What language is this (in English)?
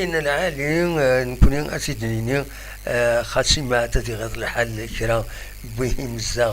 Kabyle